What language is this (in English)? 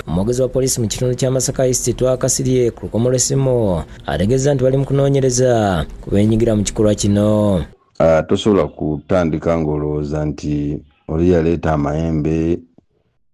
Ganda